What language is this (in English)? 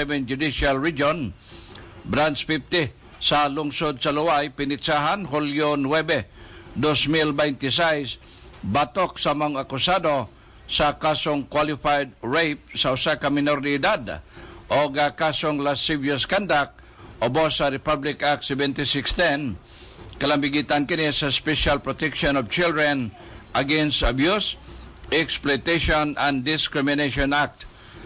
Cebuano